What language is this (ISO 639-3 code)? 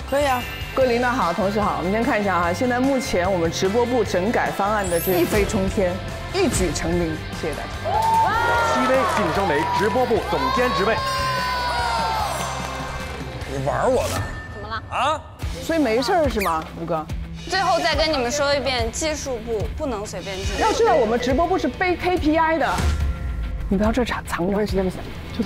zho